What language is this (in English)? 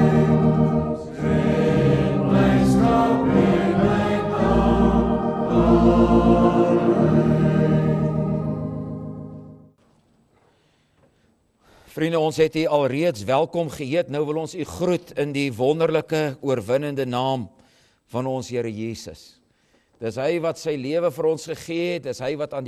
Afrikaans